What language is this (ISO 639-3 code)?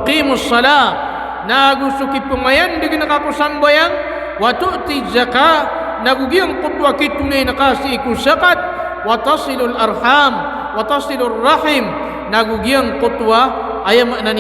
mrw